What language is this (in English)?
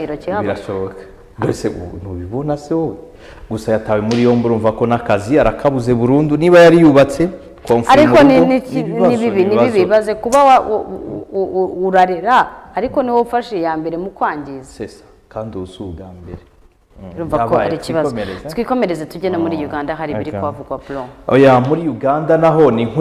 Kinyarwanda